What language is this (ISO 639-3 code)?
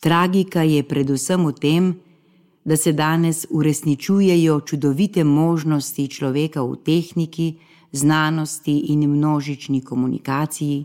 slv